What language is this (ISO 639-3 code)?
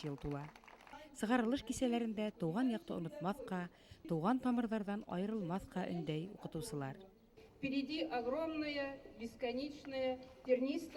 bak